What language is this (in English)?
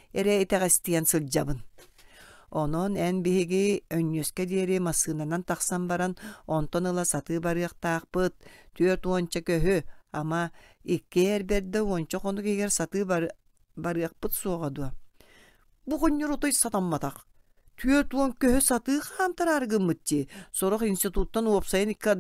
Yakut